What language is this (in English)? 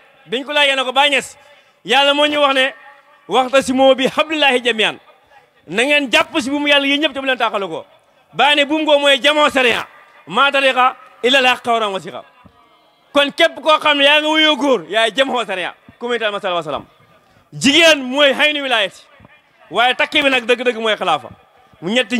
Wolof